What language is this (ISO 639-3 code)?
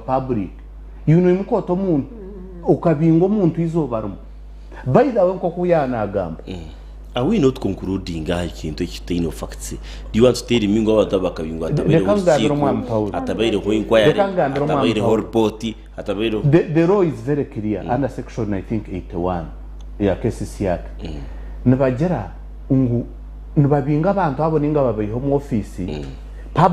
nyn